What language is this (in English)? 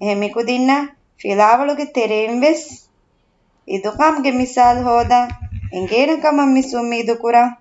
Divehi